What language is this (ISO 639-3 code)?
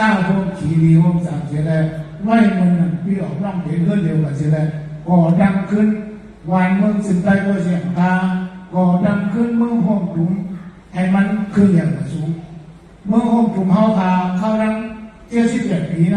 shn